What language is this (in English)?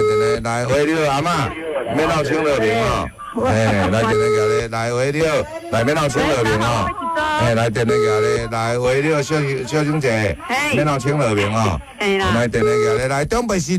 Min Nan Chinese